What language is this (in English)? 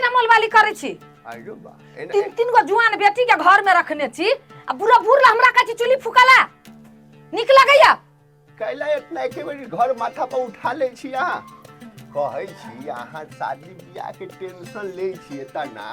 Maithili